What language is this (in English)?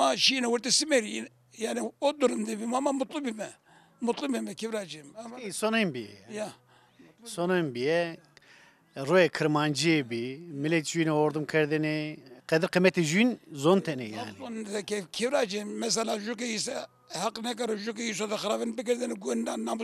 Zaza